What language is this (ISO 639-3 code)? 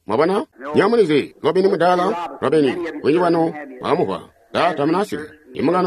toi